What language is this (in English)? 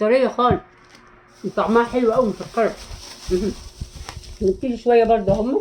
Egyptian Arabic